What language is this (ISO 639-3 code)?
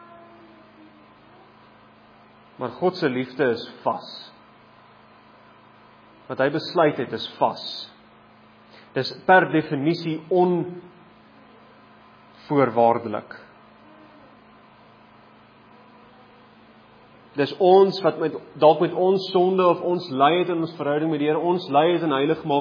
afr